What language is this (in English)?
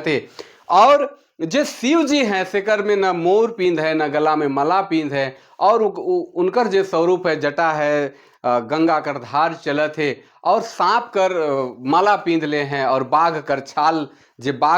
Sadri